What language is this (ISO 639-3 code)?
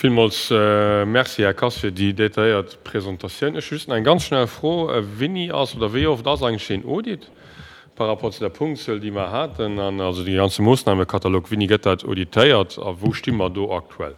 ltz